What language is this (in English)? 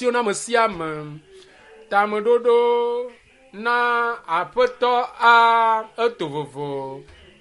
Ewe